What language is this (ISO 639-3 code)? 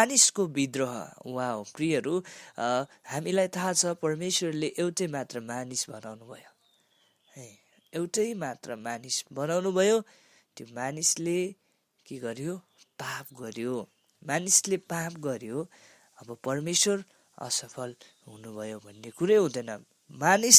nep